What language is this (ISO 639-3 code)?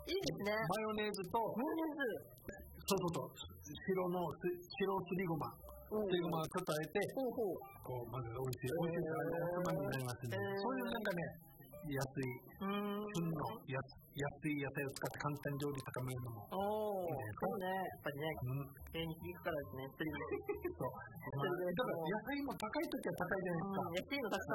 jpn